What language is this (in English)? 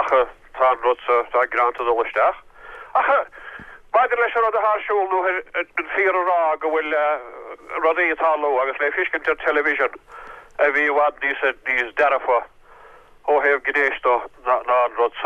Irish